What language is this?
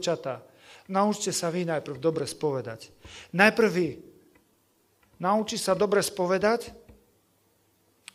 Slovak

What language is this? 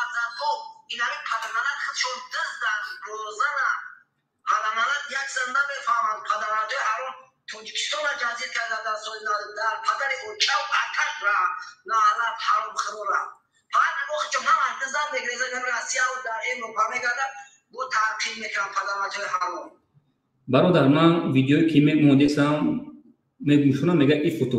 Tajik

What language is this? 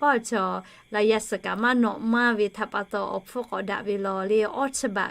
Lahu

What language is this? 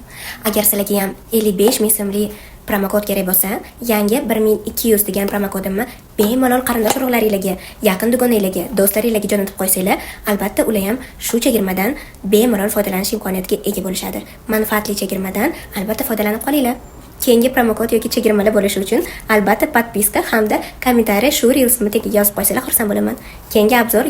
Uzbek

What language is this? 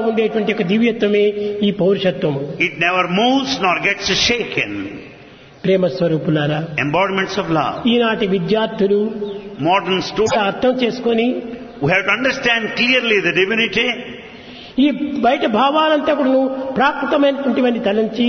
Telugu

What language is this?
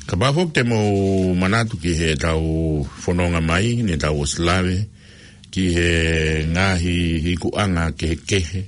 Tongan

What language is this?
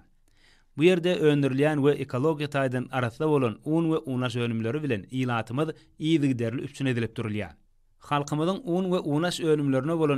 Turkmen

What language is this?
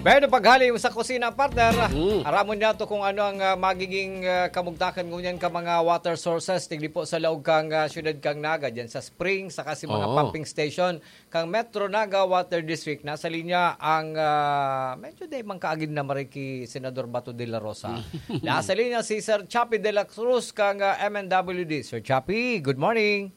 Bikol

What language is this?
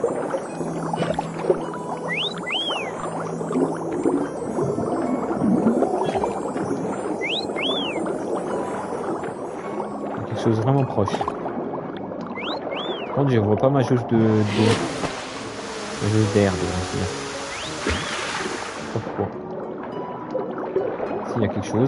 French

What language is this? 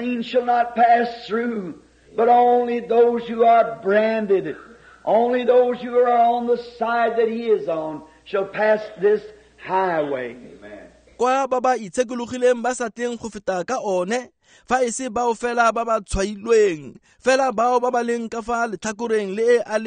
Tswana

